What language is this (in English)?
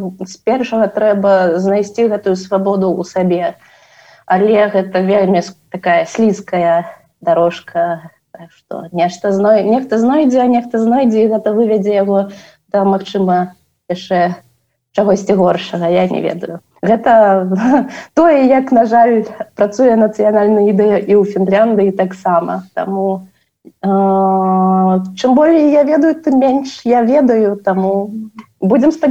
Belarusian